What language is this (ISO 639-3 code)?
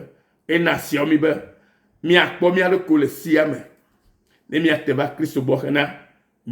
ewe